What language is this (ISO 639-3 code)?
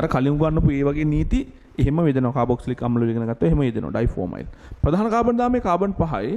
sin